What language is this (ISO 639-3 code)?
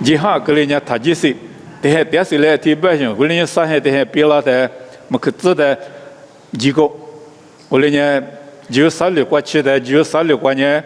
lis